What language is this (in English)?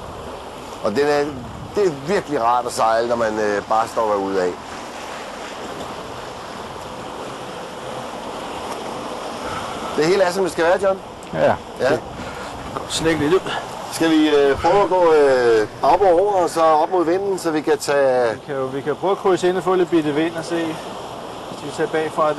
Danish